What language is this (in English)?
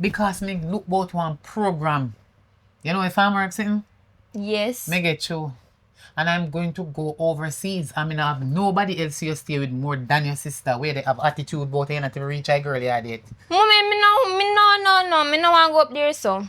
Jamaican Creole English